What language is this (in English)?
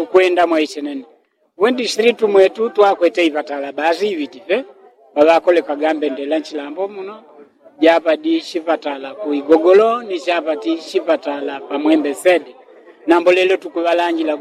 Yao